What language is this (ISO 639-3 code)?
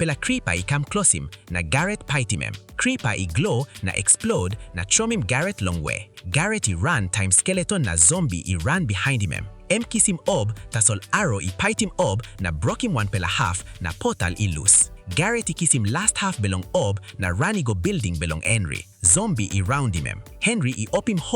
tpi